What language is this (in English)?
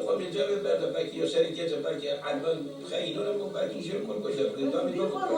Kurdish